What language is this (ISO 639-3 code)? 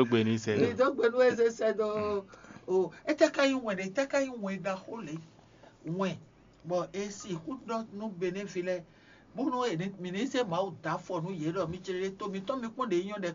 fon